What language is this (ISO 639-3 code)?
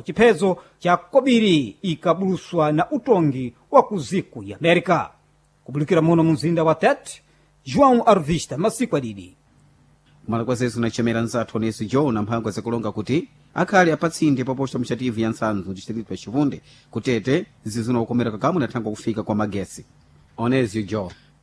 seh